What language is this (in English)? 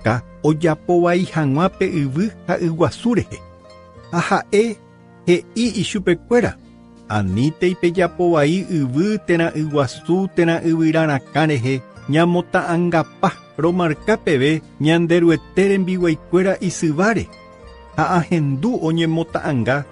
Guarani